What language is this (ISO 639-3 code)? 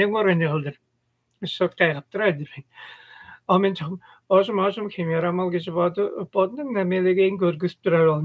tyv